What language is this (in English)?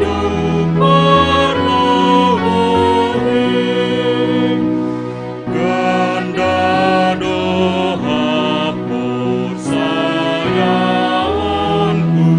Batak Simalungun